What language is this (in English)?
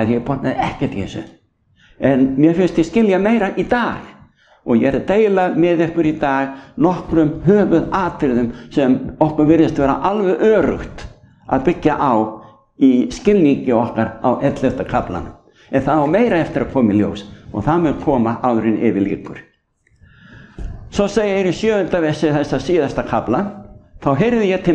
Icelandic